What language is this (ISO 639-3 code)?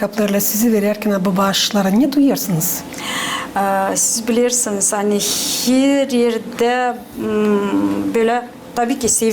gag